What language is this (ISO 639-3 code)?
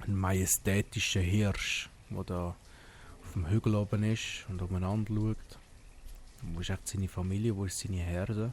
gsw